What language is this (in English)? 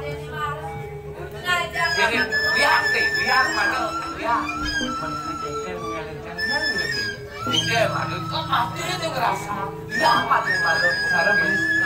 Balinese